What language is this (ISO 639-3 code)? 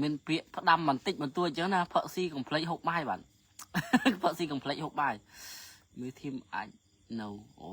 khm